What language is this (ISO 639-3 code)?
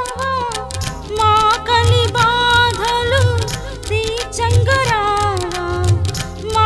tel